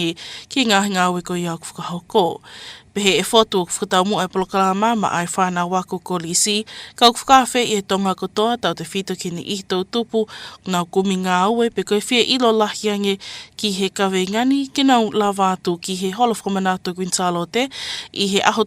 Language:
Tongan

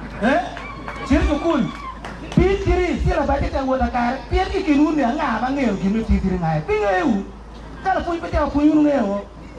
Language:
Acoli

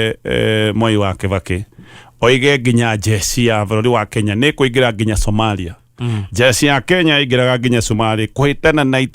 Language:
Kikuyu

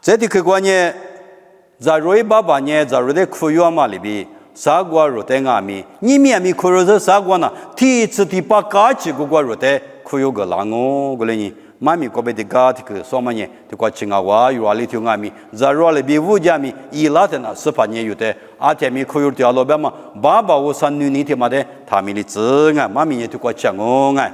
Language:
Lisu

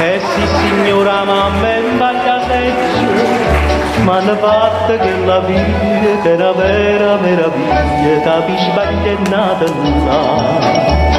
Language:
Neapolitan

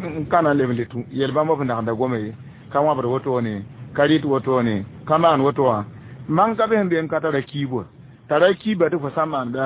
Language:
Mossi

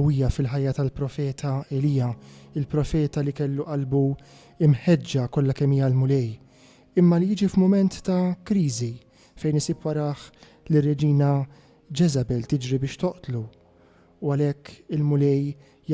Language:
Maltese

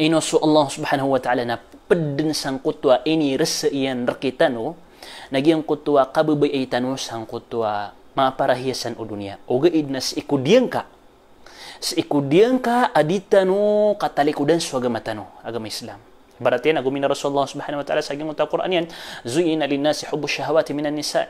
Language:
Maranao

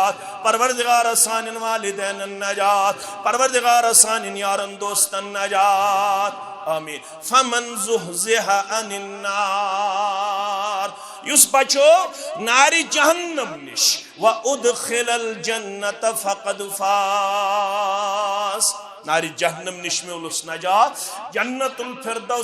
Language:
Kashmiri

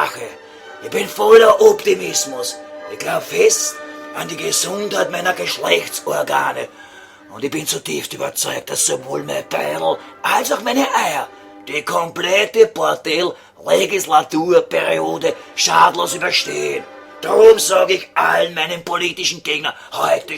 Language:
Bavarian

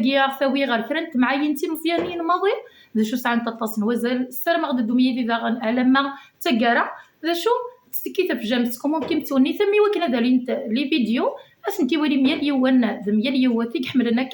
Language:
Kabyle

